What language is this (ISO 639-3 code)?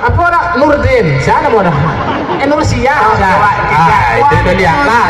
min